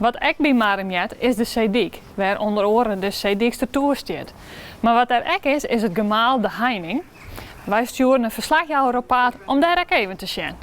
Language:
Western Frisian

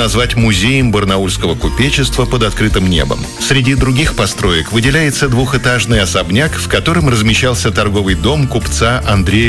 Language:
Russian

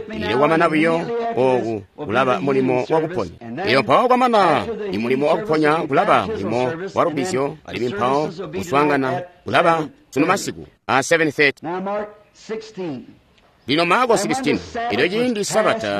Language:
Tonga (Zambia)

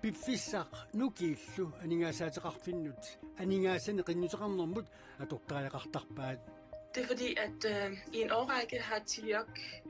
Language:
Kalaallisut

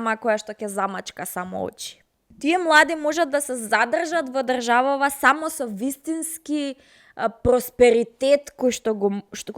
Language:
Macedonian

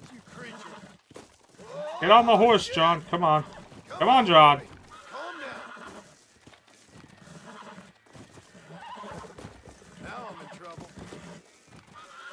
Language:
English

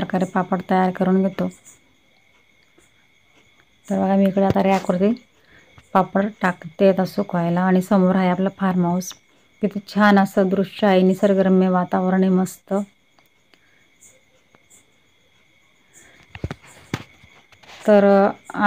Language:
Marathi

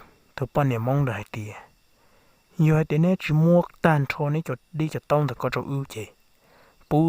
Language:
Hmong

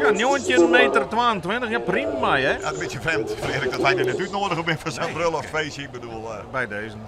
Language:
Western Frisian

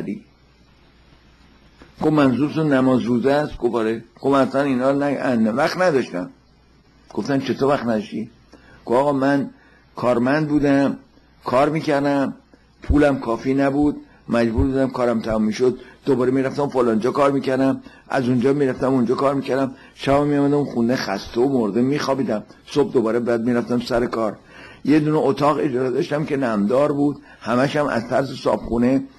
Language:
Persian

